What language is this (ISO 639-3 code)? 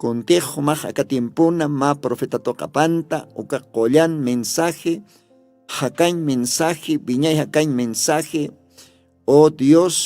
aym